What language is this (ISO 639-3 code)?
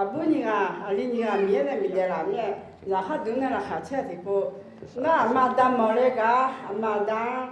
ahk